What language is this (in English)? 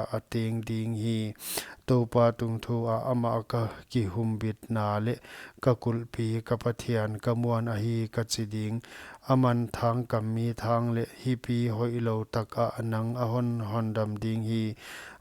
Paite Chin